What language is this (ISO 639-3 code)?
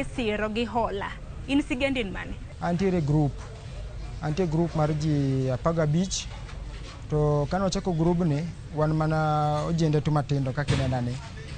luo